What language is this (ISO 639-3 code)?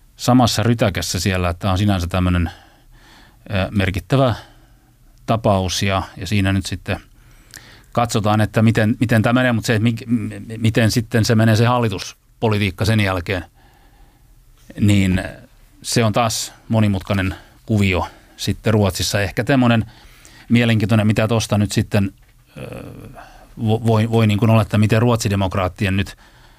fin